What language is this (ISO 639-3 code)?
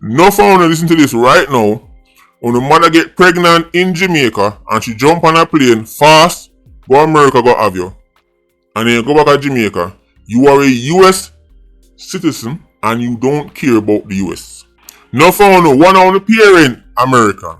jam